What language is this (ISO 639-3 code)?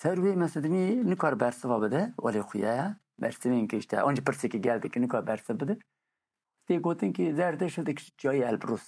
kur